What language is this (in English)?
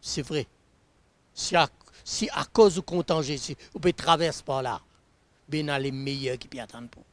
Morisyen